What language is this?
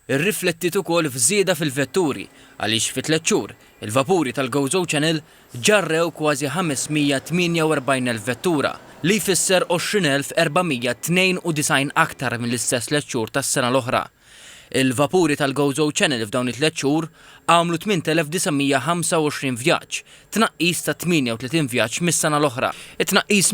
Maltese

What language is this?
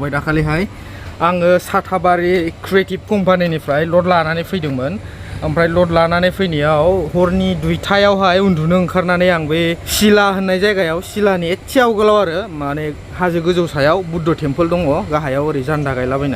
Bodo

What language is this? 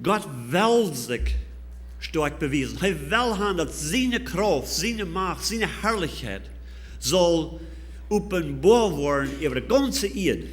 Plautdietsch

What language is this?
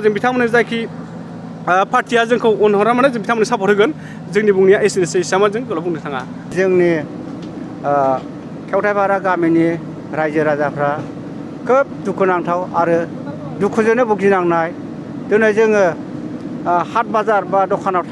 Bodo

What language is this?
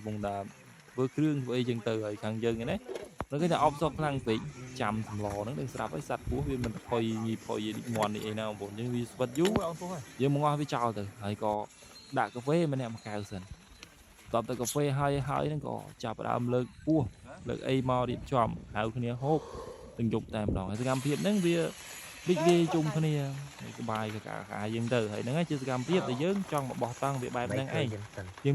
Khmer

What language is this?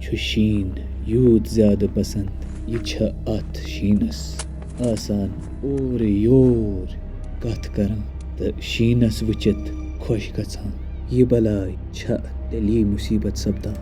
Kashmiri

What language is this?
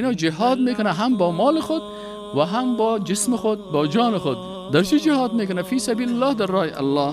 Persian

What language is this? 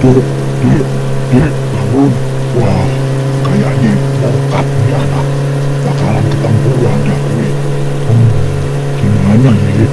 Betawi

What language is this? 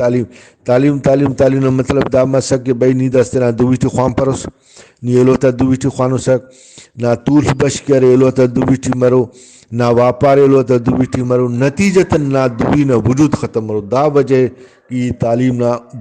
Brahui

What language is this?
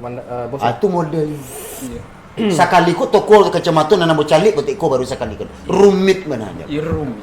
Minangkabau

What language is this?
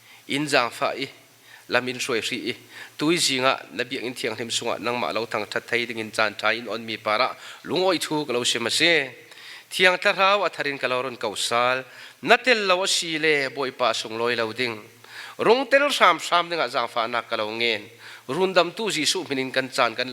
Falam Chin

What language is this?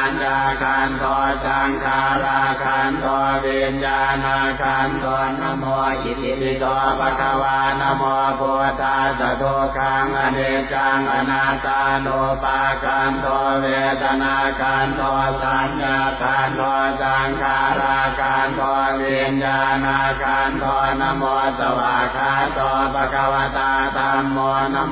Pali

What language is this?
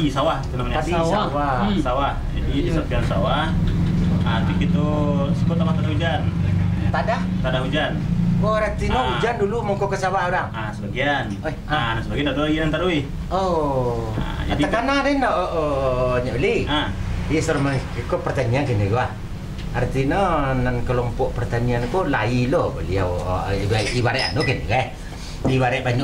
Minangkabau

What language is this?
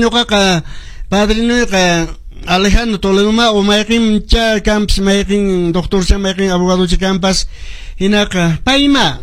Quechua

